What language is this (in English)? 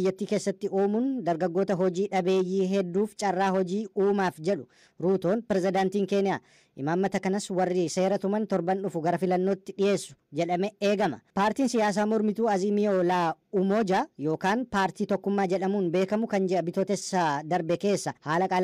Oromo